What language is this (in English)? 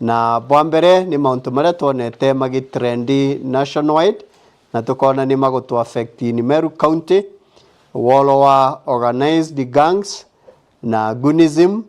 Meru